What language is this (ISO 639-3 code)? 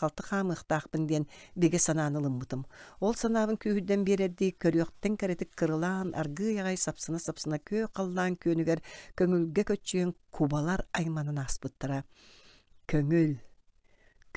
sah